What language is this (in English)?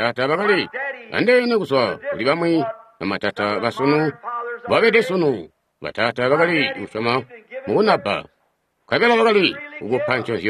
Tonga (Zambia)